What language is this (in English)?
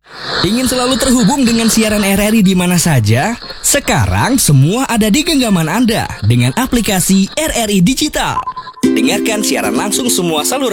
Indonesian